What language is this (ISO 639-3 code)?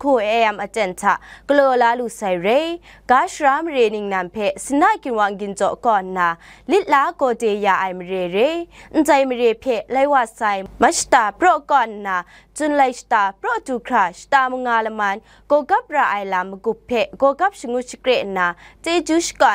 kac